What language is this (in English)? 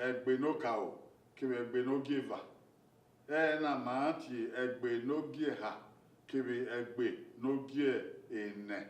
Bini